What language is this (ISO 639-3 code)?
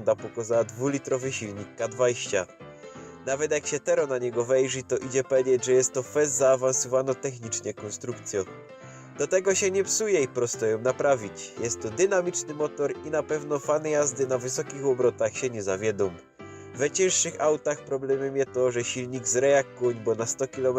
szl